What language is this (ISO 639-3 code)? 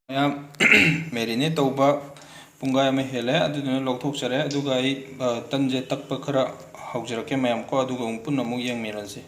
mni